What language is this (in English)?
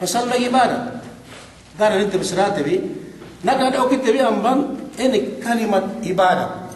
Yakan